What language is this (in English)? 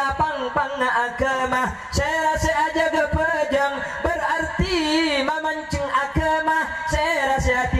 Madurese